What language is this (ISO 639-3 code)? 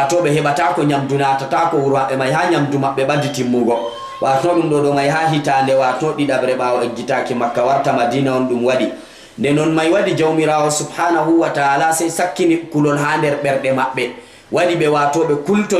ful